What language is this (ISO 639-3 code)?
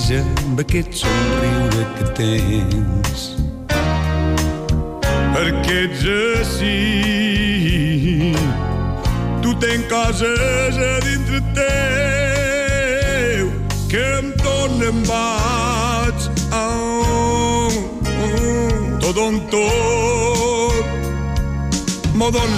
cat